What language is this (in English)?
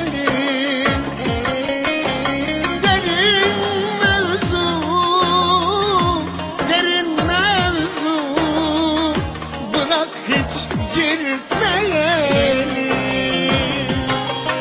Turkish